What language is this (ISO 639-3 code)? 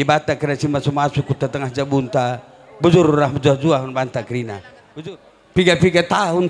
btx